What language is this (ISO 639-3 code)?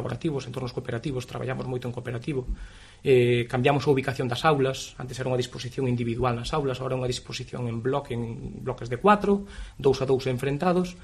glg